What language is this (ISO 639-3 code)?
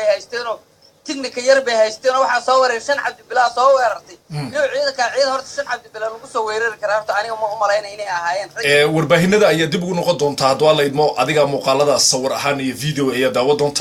som